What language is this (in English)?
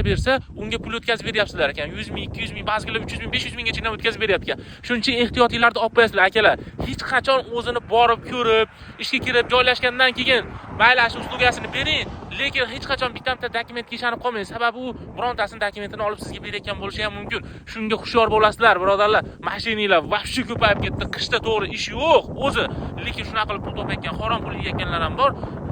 Uzbek